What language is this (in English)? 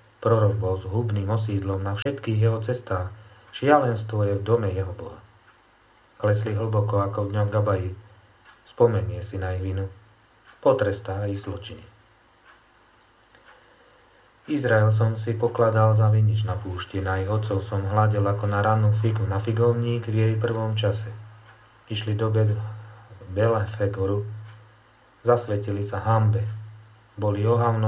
Slovak